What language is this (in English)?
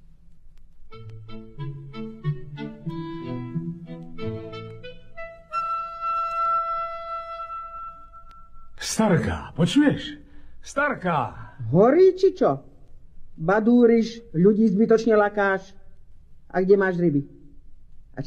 Slovak